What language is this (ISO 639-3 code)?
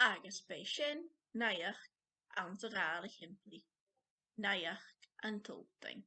gla